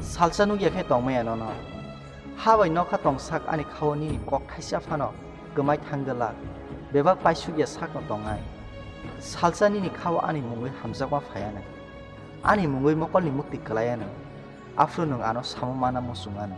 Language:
Kok Borok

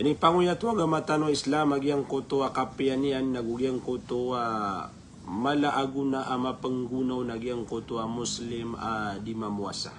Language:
Maranao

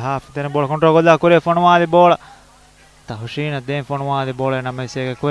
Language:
Divehi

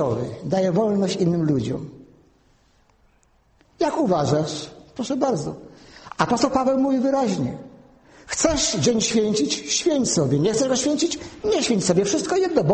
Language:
Polish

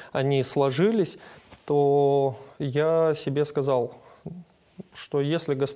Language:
Russian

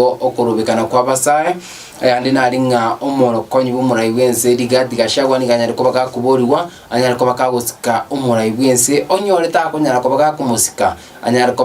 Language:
Gusii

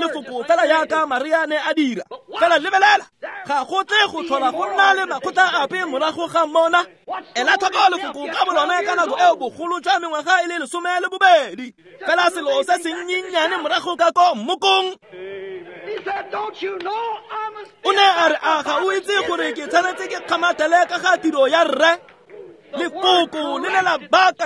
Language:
Tswana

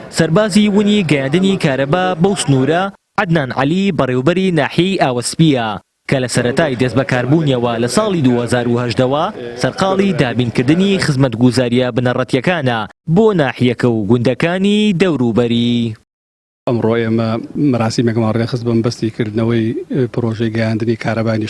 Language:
Central Kurdish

